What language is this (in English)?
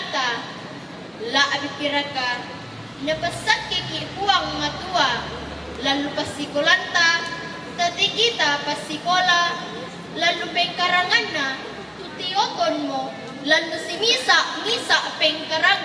Toraja-Sa'dan